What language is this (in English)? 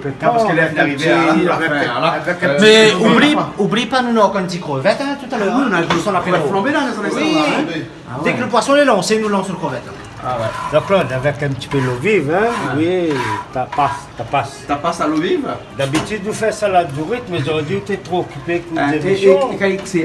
Réunion Creole French